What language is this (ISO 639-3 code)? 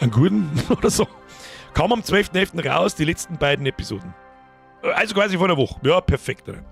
bar